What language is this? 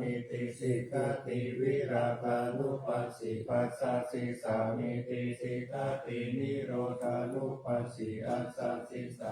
Pali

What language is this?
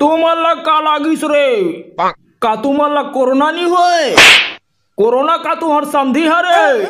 Chhattisgarhi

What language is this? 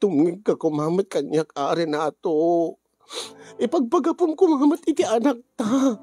Iloko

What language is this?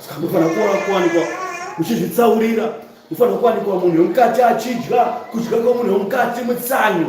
Shona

